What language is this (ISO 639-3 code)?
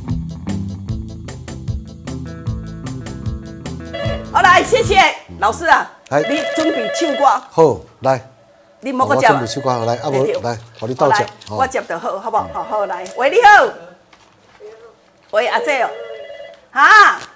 nan